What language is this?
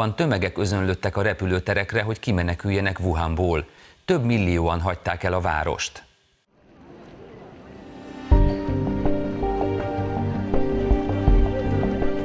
Hungarian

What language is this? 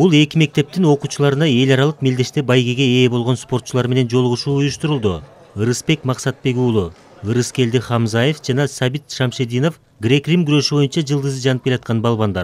Kyrgyz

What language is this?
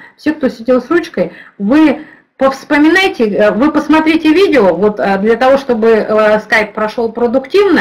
Russian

